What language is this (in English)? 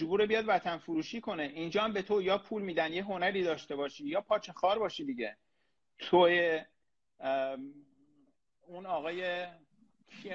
Persian